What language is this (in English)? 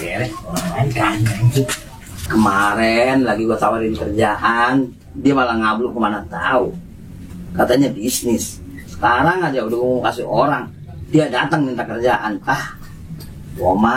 Betawi